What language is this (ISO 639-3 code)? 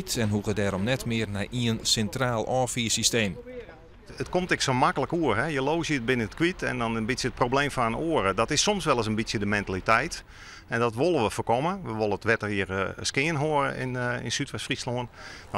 fry